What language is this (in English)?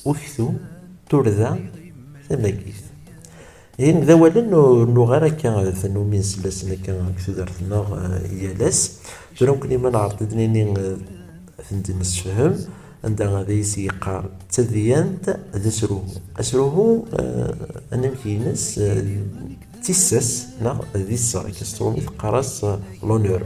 Kabyle